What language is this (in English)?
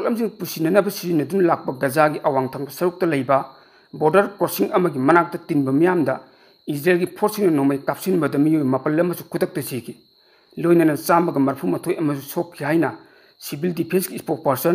Manipuri